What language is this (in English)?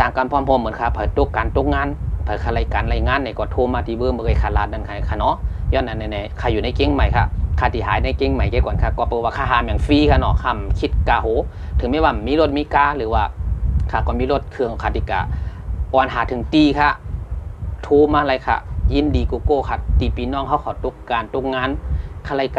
Shan